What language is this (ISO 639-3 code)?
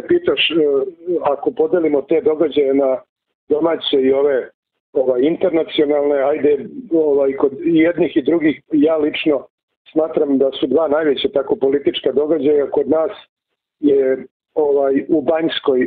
srp